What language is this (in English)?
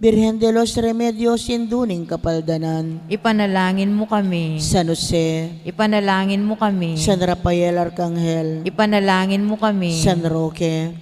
Pampanga